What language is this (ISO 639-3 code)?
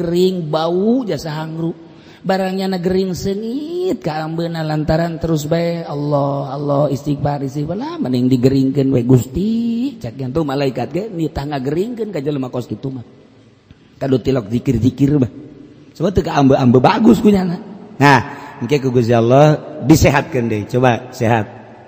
sun